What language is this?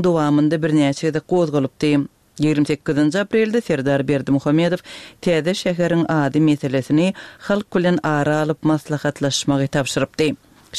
Turkmen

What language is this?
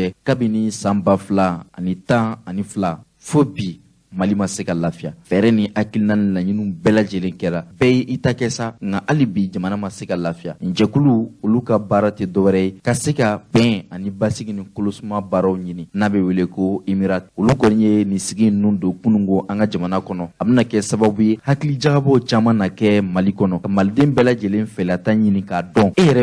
Bambara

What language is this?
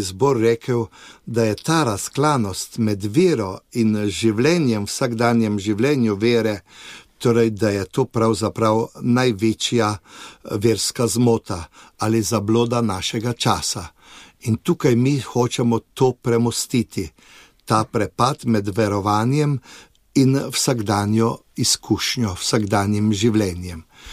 Slovenian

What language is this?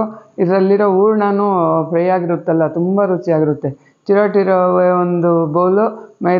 Kannada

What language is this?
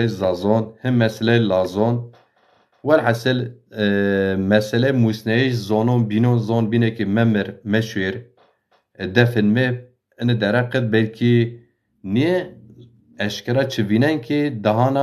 Zaza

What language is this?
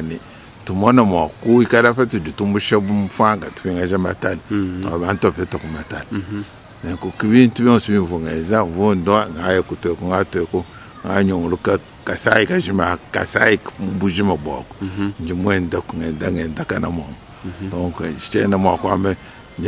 Luba-Lulua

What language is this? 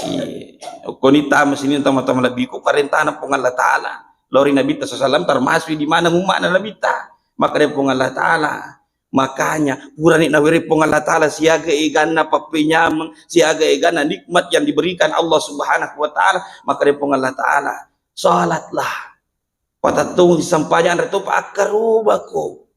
Buginese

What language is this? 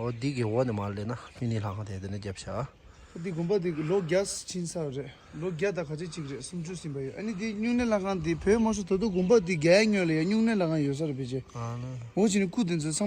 Tibetan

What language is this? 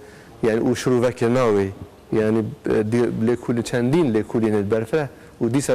Kurdish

